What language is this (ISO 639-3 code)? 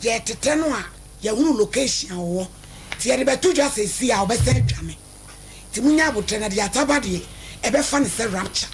aka